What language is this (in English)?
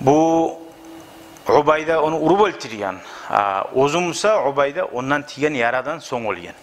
Kumyk